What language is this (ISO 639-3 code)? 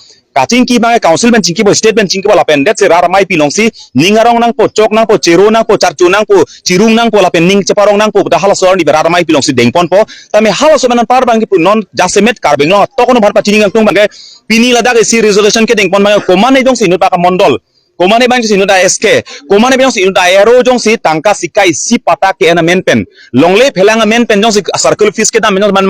mjw